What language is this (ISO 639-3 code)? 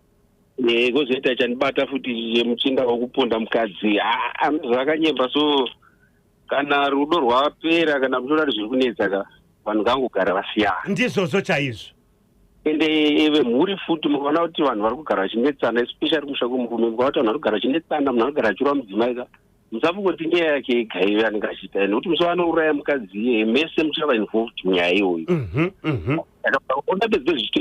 sna